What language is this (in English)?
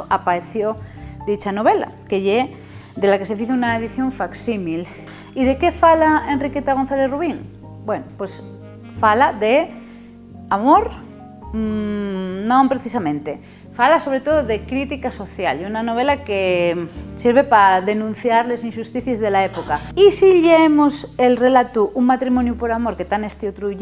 Asturian